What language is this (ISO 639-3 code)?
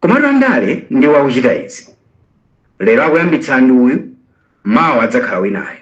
nya